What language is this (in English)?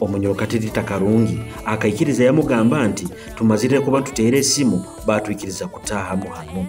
Nyoro